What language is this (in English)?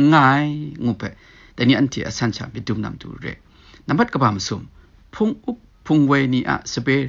Kachin